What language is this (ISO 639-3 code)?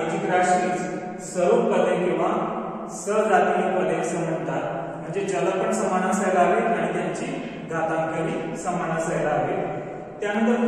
mar